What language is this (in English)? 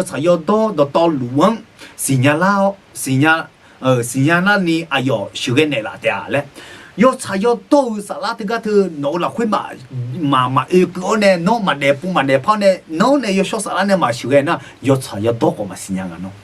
Akha